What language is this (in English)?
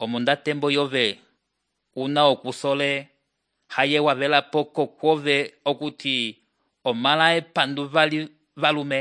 Umbundu